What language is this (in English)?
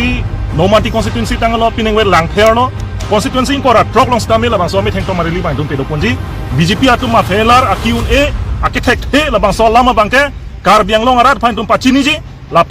Karbi